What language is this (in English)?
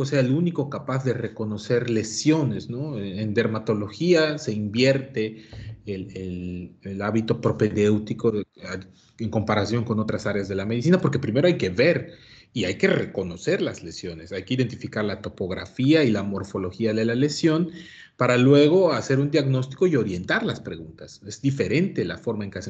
Spanish